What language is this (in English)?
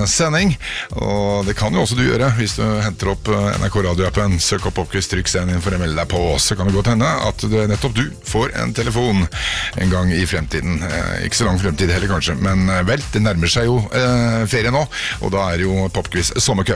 Norwegian